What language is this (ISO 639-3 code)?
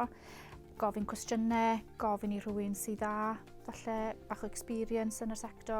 cym